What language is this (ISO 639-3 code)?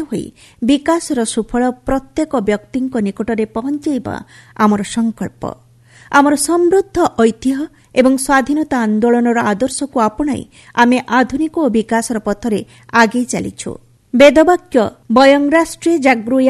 ori